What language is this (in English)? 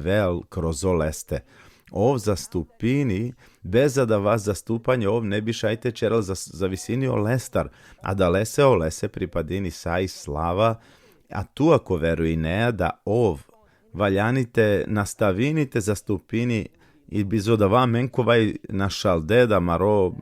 Balkan Romani